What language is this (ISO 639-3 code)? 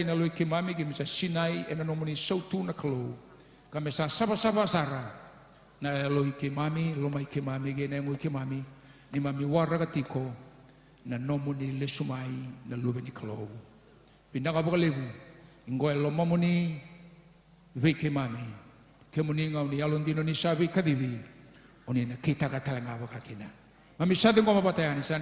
fij